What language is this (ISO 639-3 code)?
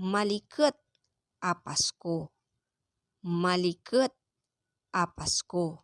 pag